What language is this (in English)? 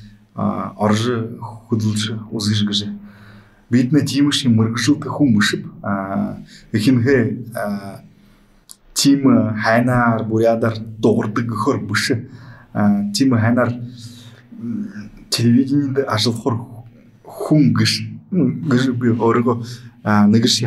Buriat